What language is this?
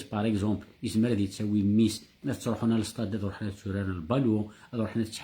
Kabyle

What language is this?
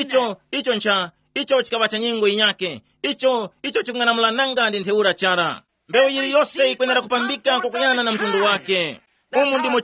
Tumbuka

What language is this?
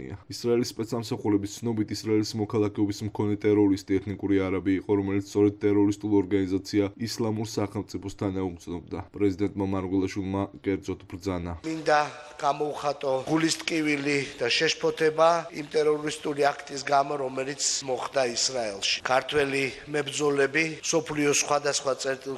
Georgian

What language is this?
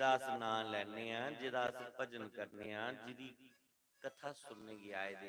Dogri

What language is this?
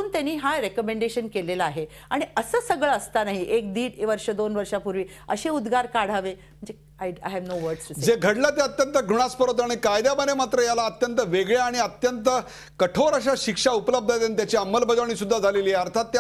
Marathi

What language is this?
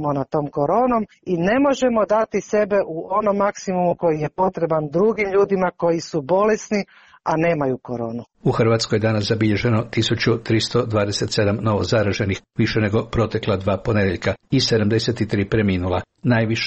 Croatian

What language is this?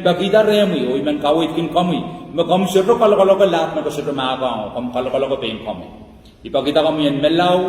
Pohnpeian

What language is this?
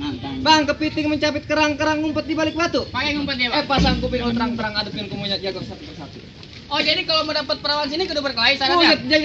Betawi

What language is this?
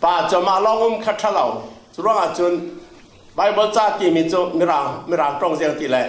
Falam Chin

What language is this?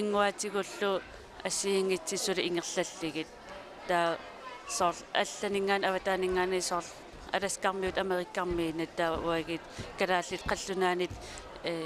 Kalaallisut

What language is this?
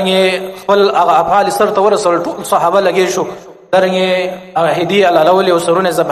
Pashto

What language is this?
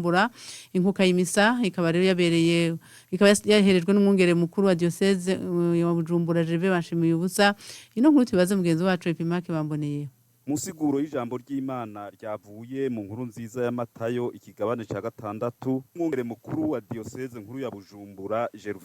Rundi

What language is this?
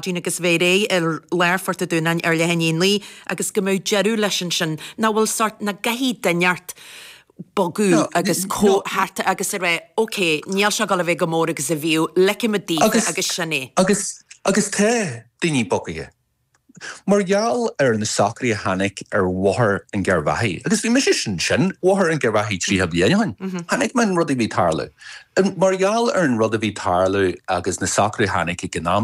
Irish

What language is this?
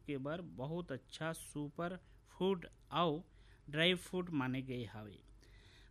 Chhattisgarhi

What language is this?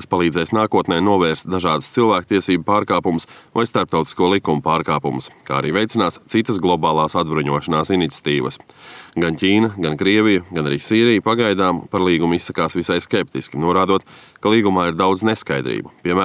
Latvian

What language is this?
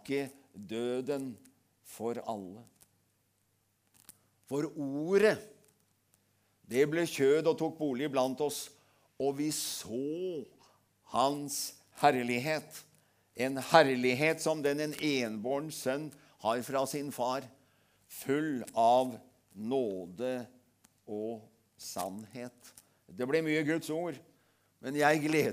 Norwegian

